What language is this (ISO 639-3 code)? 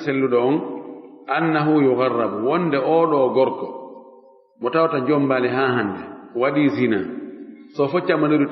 ful